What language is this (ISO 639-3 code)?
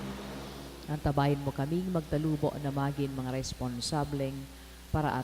bik